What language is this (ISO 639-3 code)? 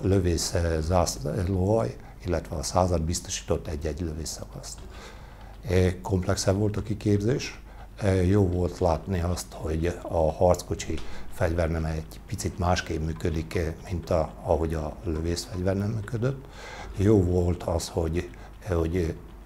hun